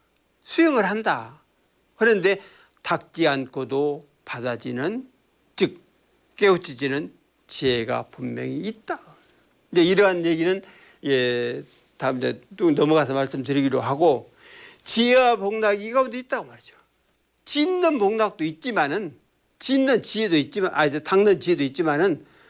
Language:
Korean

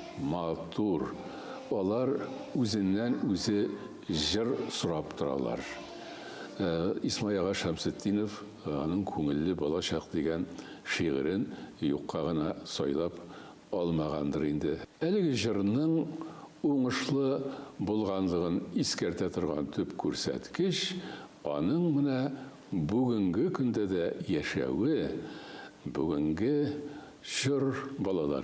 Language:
Tatar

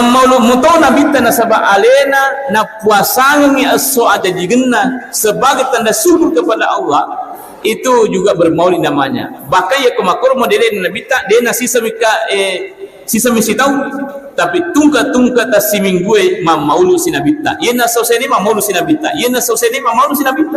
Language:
Buginese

